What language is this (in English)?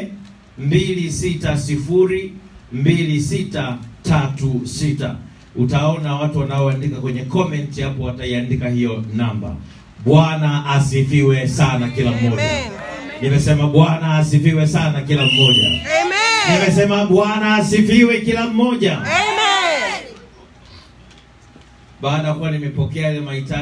Swahili